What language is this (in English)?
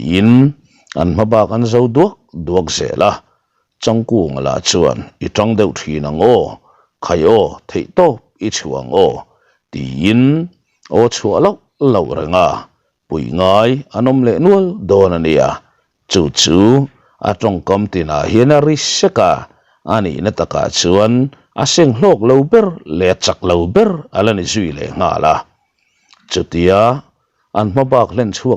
Mizo